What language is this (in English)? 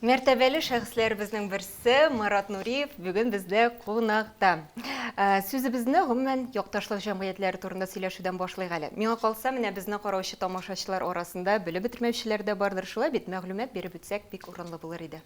Tatar